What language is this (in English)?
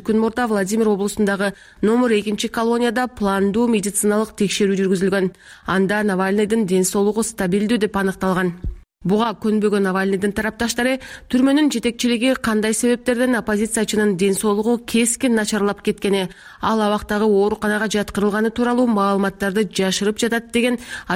Kyrgyz